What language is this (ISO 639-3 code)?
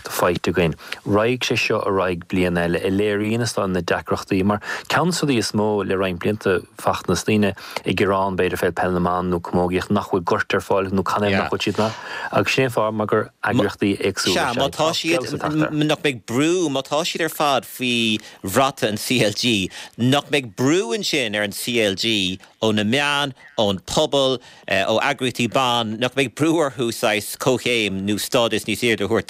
gle